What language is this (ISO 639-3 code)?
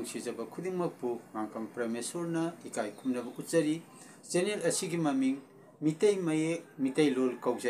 mni